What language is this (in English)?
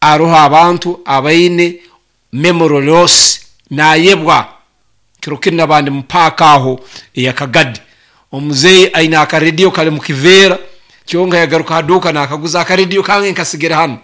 Nyoro